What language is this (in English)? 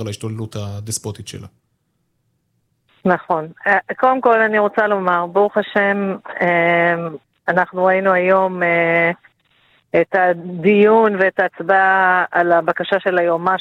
Hebrew